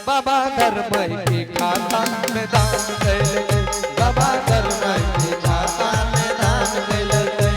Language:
Angika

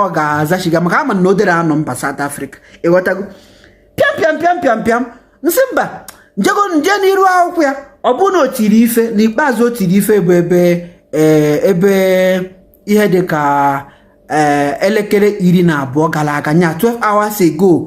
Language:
Igbo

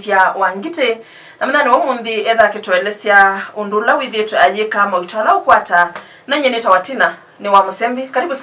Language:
Kamba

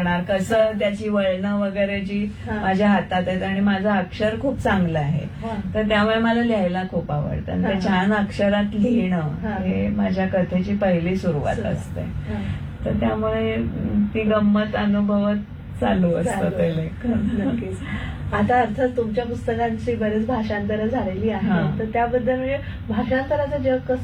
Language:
Marathi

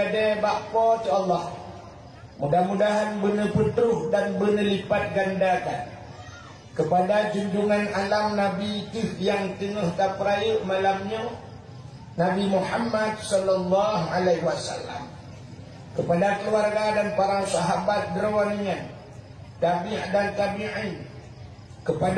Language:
Achinese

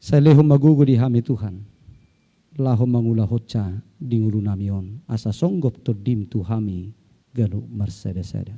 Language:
Batak Toba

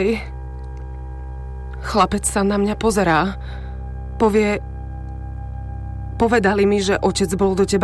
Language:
Slovak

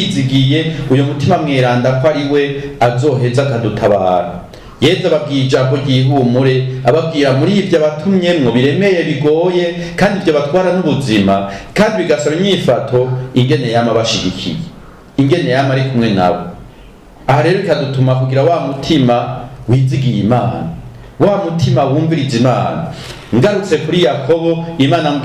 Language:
Rundi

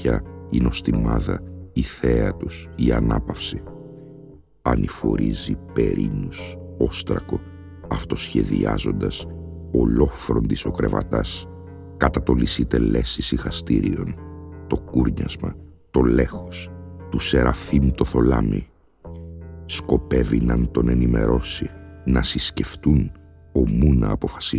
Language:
Greek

